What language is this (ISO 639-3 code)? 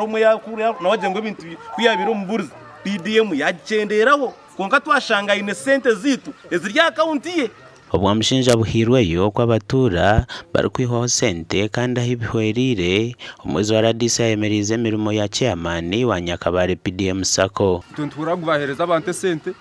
nyn